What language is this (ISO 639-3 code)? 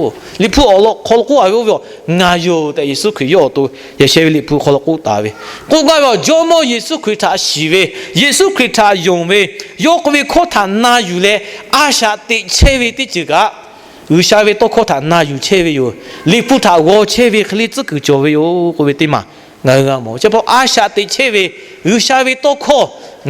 lhu